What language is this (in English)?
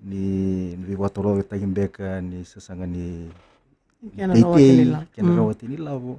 Fijian